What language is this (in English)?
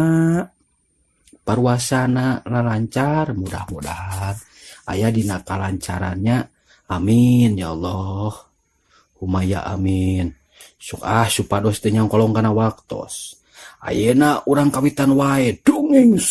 Sundanese